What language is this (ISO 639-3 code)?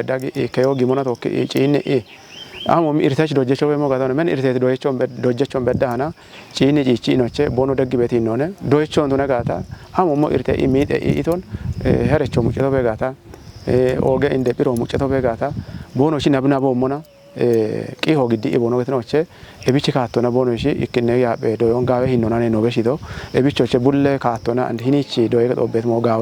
kbr